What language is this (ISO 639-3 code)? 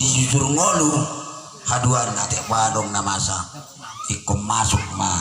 bbc